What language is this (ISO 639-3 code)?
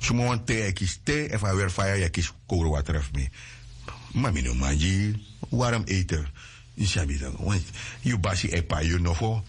srn